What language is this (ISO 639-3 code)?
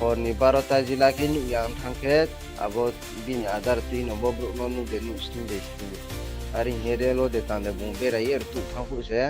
ria